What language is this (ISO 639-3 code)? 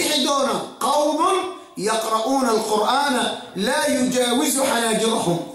som